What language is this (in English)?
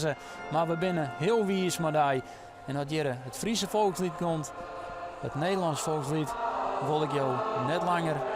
Western Frisian